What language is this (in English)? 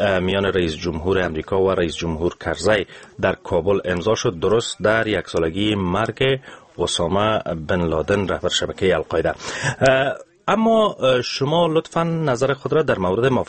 Persian